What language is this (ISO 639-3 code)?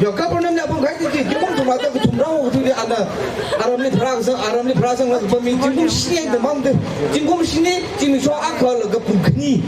nmf